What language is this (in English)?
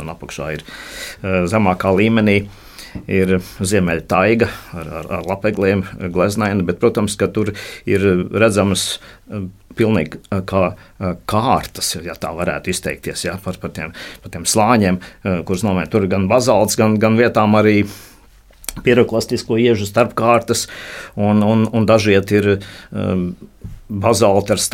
Latvian